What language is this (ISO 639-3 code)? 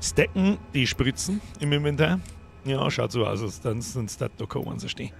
bar